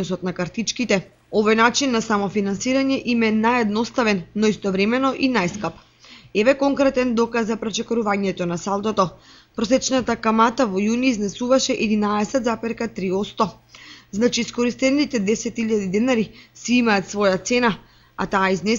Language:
Macedonian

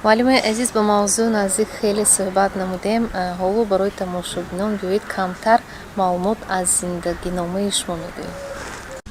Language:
Tajik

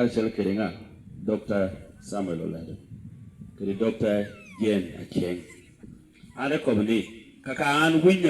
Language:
Lango (Uganda)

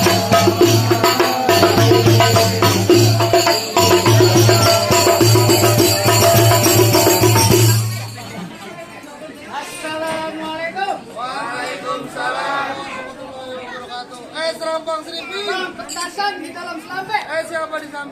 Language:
Betawi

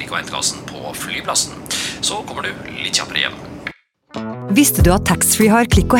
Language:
Norwegian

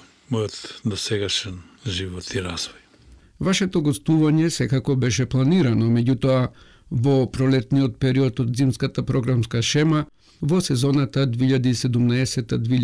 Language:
Macedonian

